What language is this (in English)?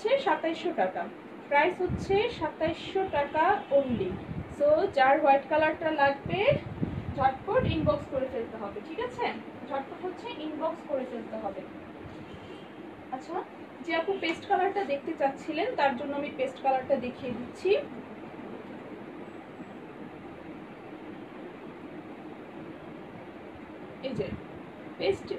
Bangla